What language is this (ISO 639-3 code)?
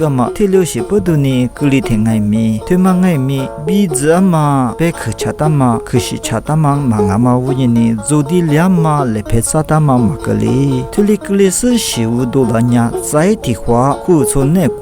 lis